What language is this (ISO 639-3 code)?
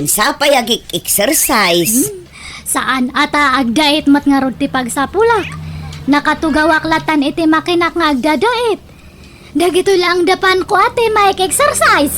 ilo